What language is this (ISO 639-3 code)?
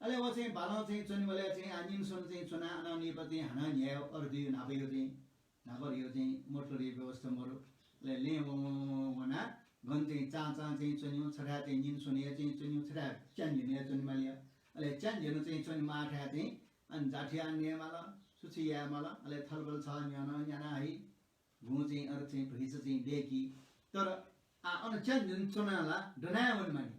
new